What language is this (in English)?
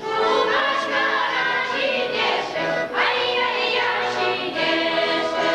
Chuvash